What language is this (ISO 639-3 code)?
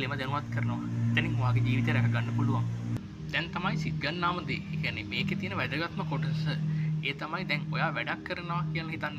sin